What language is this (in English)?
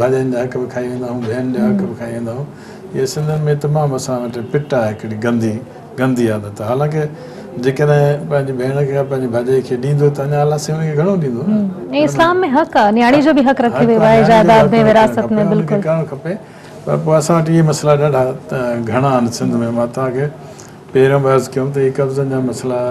Sindhi